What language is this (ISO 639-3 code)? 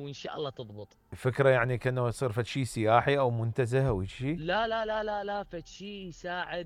acm